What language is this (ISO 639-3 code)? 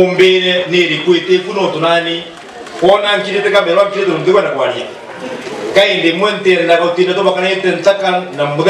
mer